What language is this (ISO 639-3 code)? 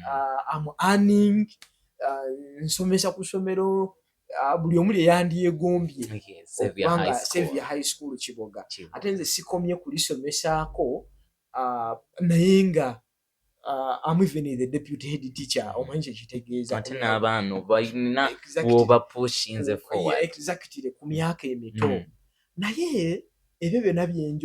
lug